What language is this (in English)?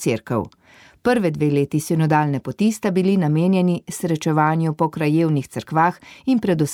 Slovenian